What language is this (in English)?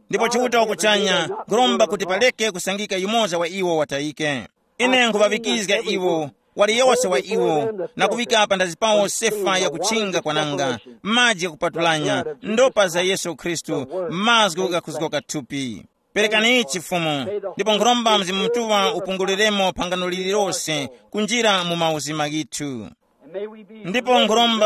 Tumbuka